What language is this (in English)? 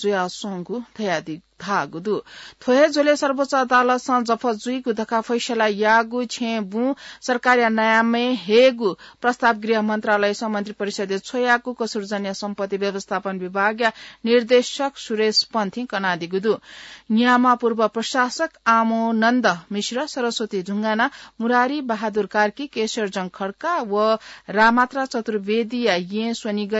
Newari